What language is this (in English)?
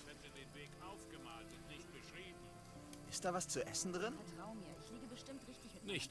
Swiss German